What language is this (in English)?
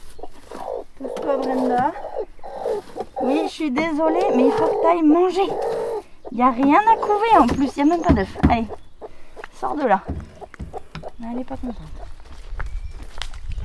French